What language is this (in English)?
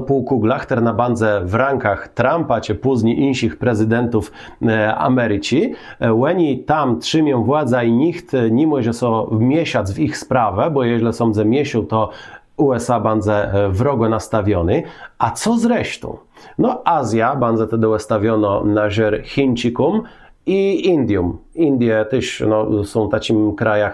Kashubian